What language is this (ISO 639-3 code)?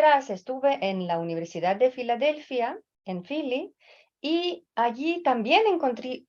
lad